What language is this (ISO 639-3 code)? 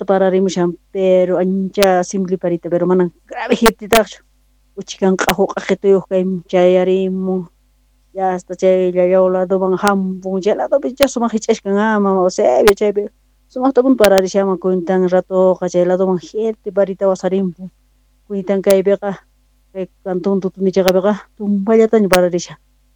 quh